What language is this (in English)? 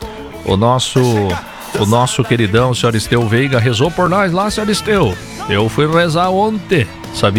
Portuguese